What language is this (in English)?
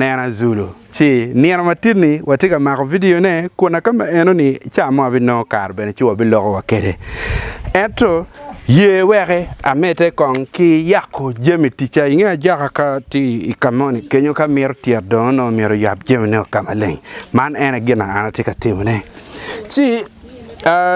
Acoli